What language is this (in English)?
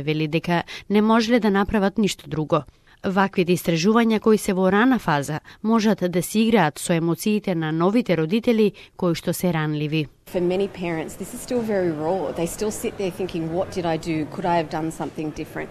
Macedonian